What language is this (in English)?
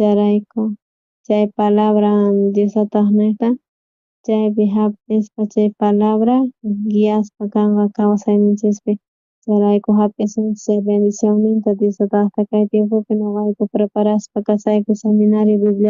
South Bolivian Quechua